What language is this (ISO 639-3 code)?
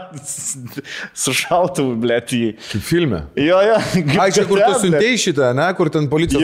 lit